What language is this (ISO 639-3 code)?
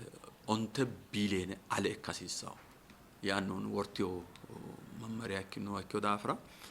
sid